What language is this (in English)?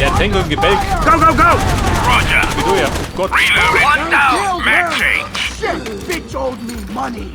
Bavarian